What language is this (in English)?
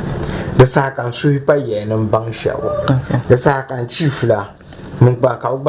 Dagbani